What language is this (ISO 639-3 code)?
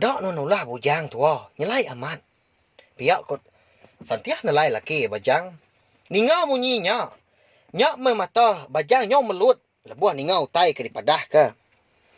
iba